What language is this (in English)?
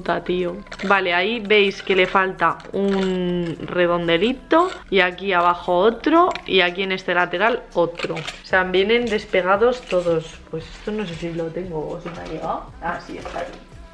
Spanish